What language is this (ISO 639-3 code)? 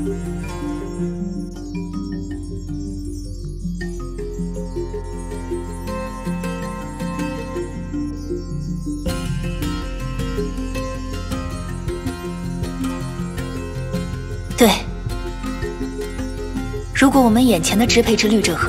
zho